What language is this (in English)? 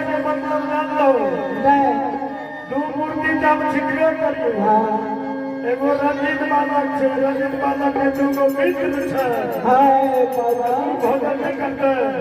Maithili